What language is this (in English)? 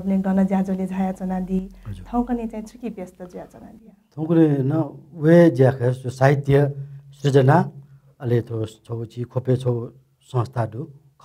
Newari